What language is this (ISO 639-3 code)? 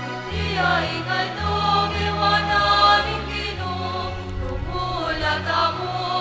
pam